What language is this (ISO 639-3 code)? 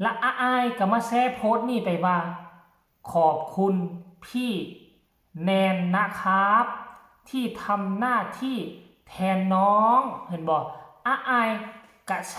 lao